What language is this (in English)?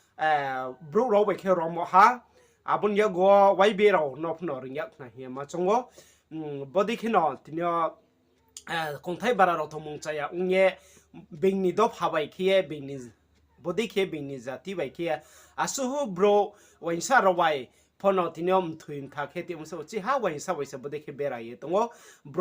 Riang (India)